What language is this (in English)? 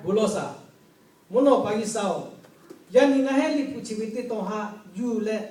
Lahu